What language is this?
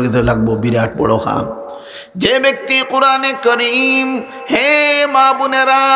Sylheti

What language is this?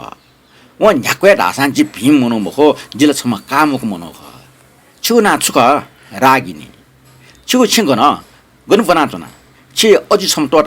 Newari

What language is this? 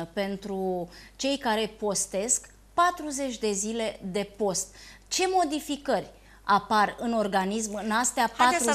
Romanian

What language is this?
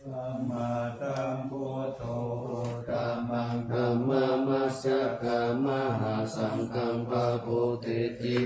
Pali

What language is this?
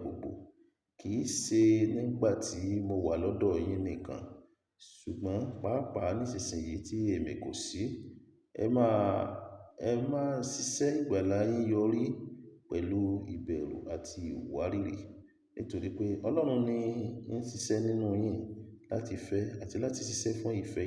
Yoruba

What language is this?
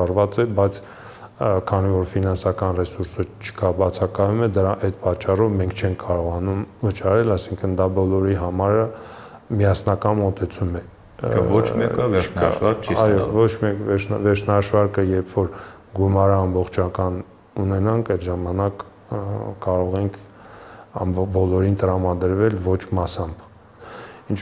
Armenian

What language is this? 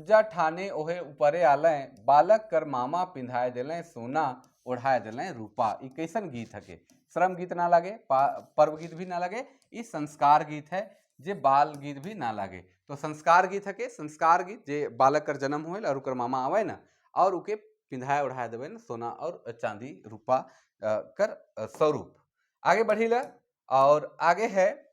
Sadri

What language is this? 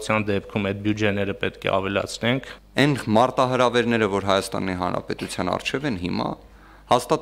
Armenian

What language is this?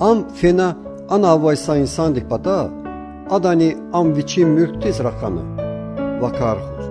Lezghian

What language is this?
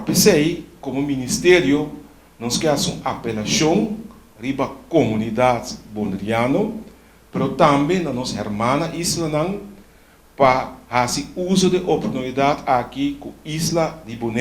Papiamento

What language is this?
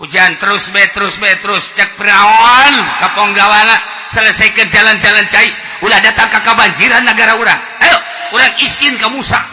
Sundanese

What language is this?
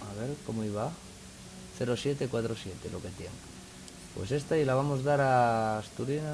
Asturian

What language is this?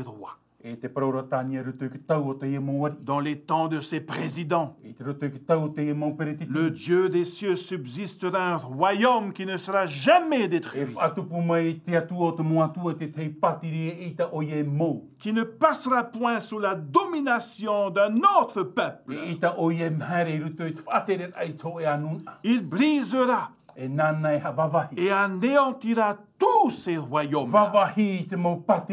Tahitian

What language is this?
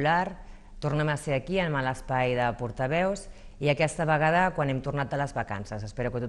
Catalan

